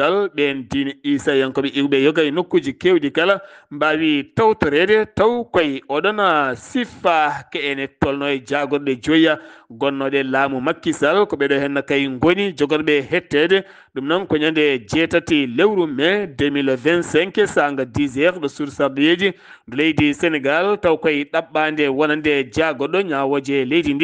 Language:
Fula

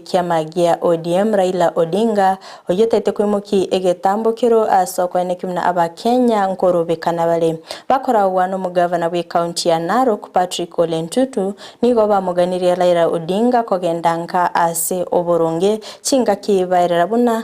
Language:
Gusii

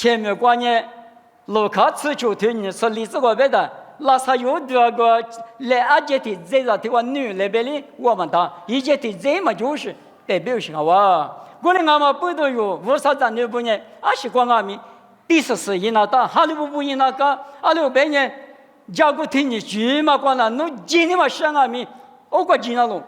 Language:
Lisu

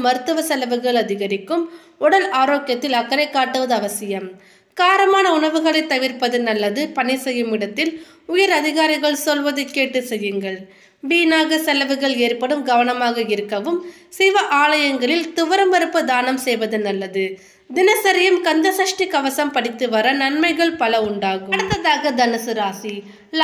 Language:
Tamil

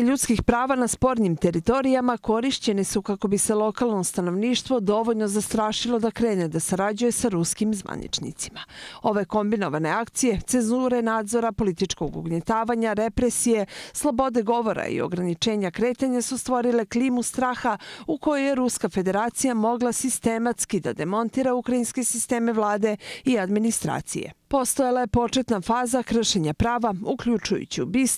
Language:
Serbian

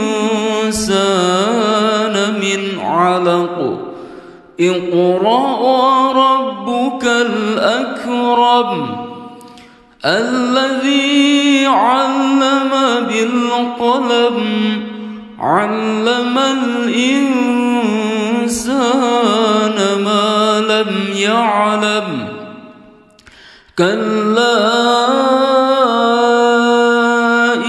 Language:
Arabic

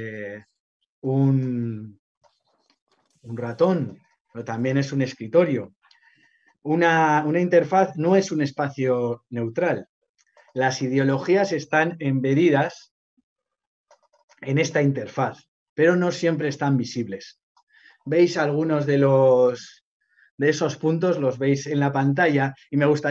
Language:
Spanish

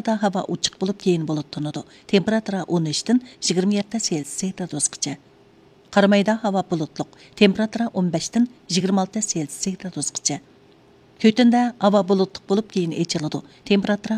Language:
Uyghur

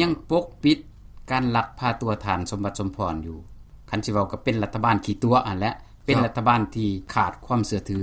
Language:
Lao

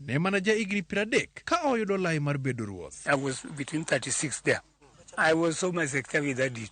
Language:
Luo (Kenya and Tanzania)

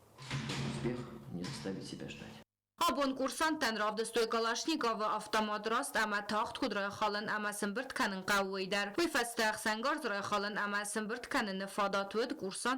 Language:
Ossetic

